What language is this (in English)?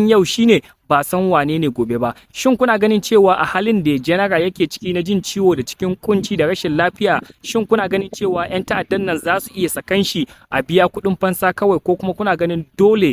Hausa